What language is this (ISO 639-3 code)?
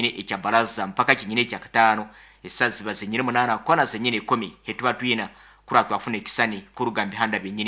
nyn